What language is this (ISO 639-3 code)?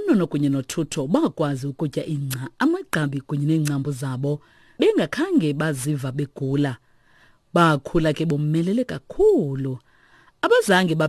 xho